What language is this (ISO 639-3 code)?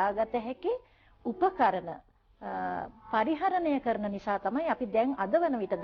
sin